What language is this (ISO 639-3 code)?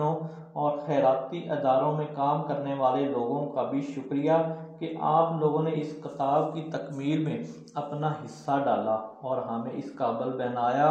urd